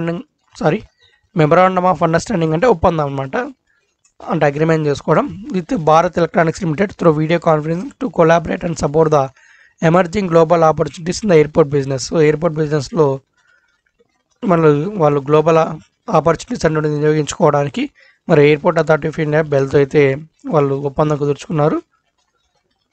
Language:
Telugu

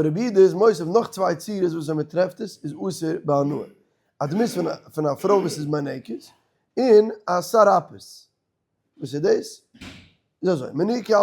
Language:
Yiddish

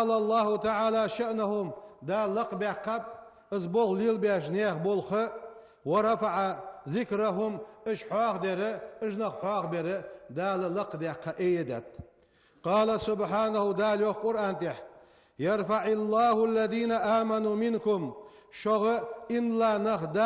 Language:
Ingush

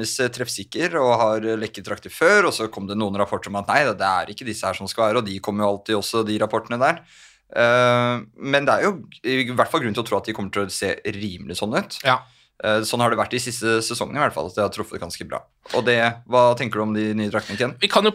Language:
Norwegian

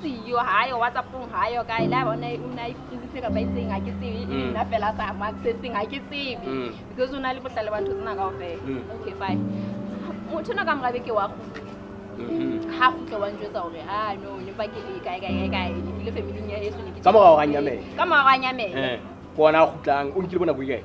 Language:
Southern Sotho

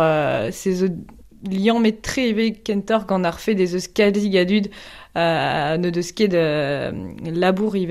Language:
Breton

